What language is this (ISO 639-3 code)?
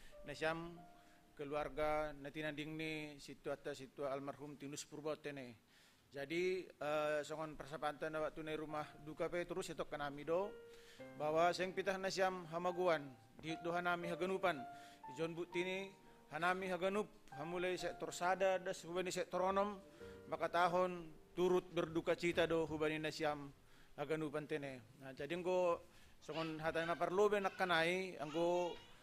bts